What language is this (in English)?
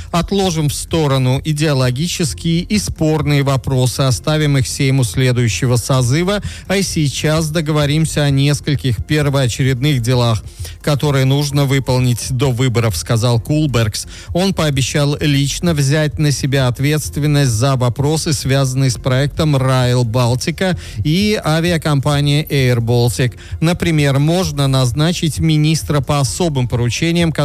Russian